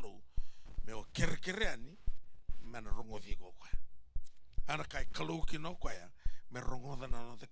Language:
Fijian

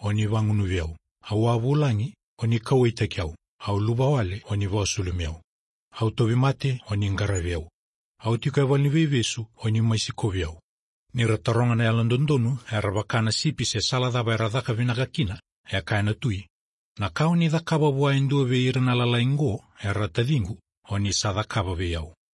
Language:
Fijian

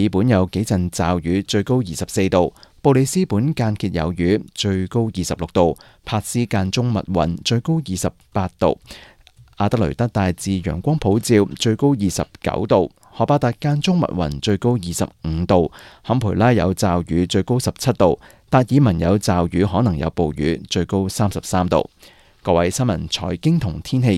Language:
Cantonese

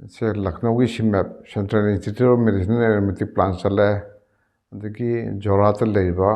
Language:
Manipuri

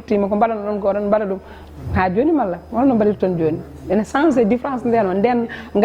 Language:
Fula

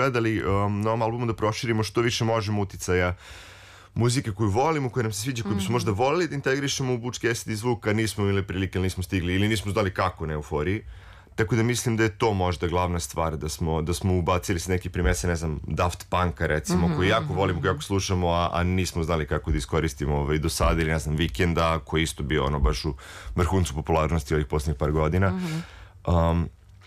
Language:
Serbian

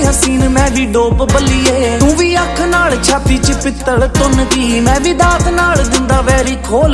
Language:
Punjabi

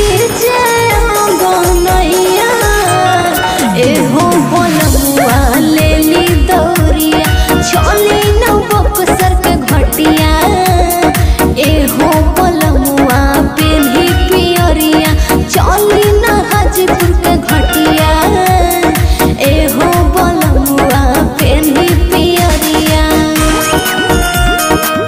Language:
Bhojpuri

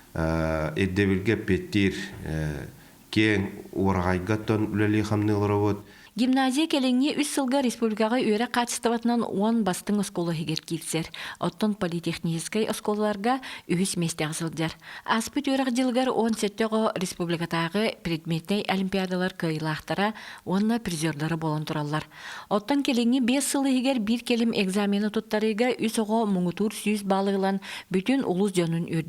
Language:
Yakut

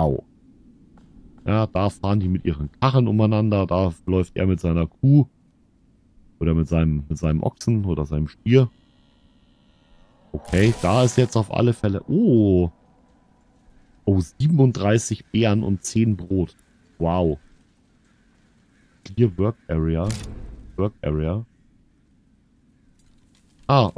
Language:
German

